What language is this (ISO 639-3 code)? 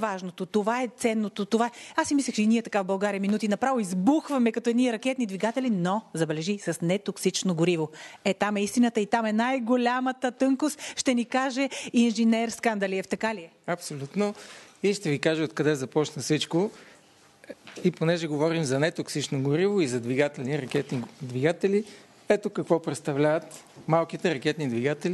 bul